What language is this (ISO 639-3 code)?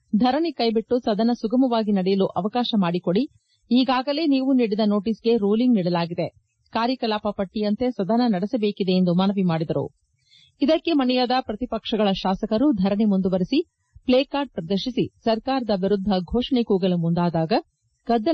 kan